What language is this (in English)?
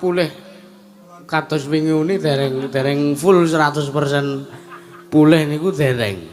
Javanese